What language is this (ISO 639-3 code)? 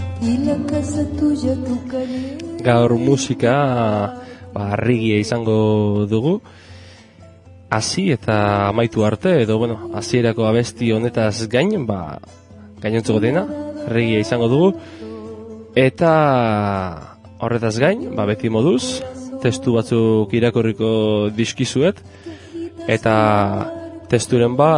eus